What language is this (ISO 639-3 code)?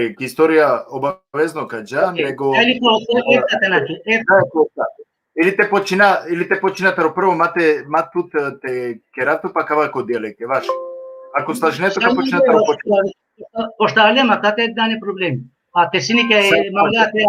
rmn